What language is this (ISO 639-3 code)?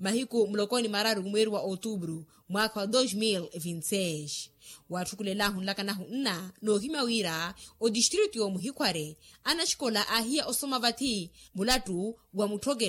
vmw